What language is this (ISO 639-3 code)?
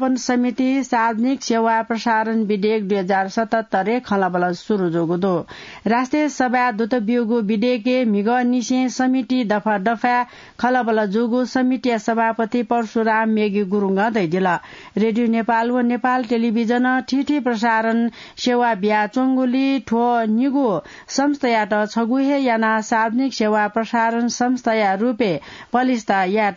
new